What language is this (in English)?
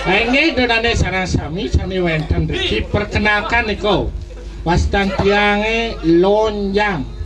Balinese